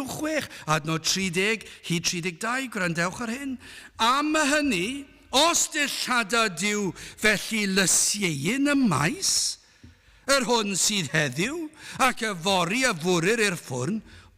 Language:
Welsh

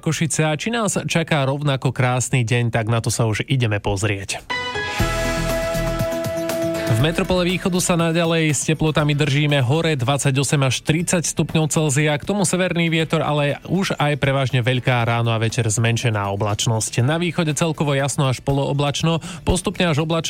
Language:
Slovak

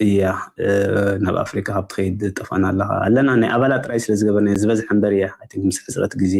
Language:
Tigrinya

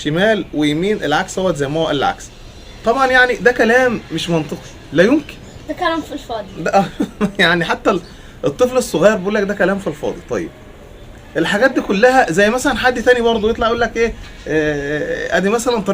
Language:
Egyptian Arabic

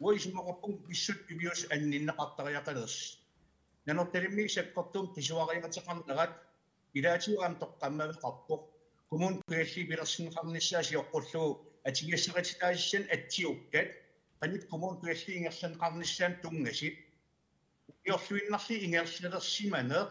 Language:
Kalaallisut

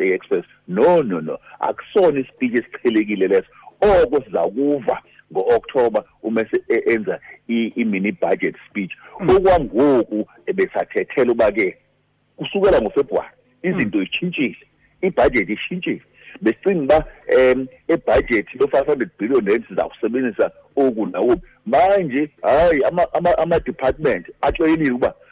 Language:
Xhosa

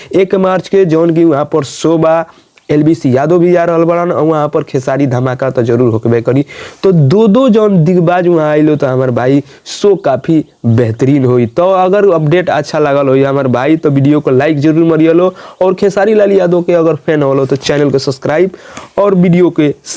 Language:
Bhojpuri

